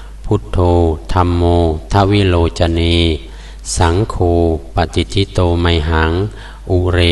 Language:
Pali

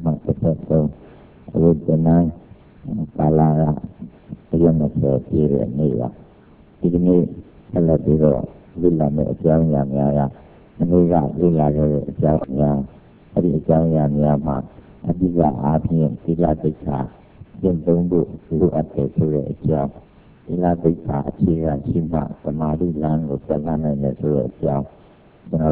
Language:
Burmese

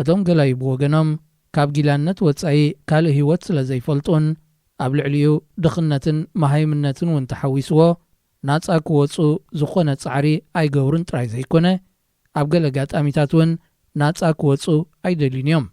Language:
Tigrinya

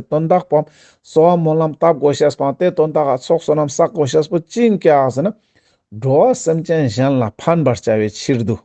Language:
Ladakhi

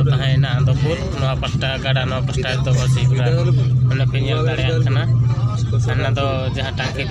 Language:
Santali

